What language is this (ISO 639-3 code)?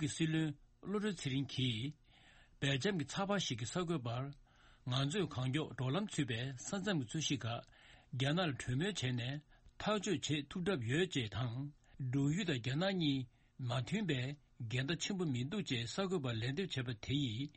bod